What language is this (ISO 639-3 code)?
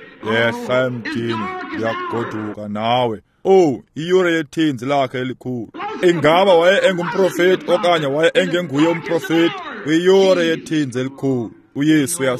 xho